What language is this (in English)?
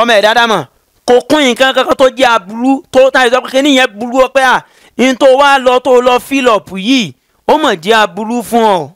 Yoruba